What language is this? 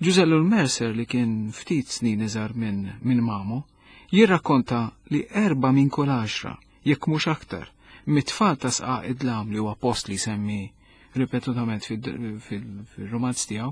Maltese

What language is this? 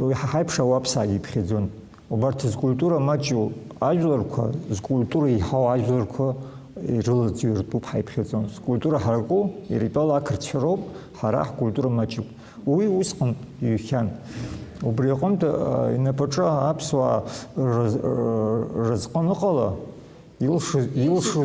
Abkhazian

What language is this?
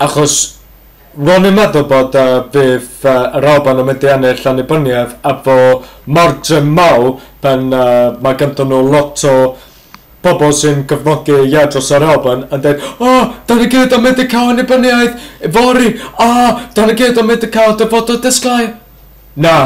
Welsh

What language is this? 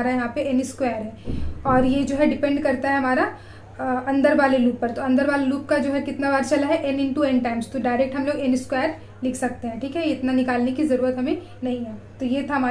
Hindi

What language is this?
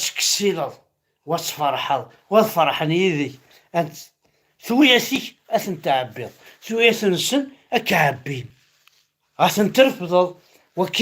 Kabyle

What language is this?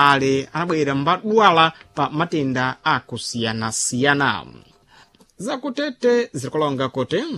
Sena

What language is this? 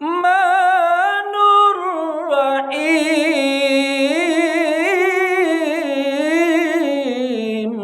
Minangkabau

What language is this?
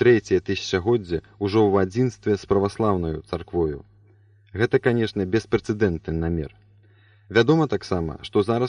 Belarusian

